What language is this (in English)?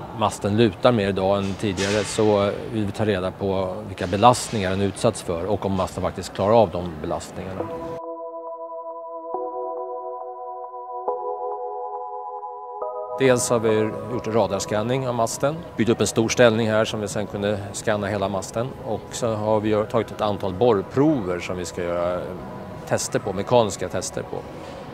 Swedish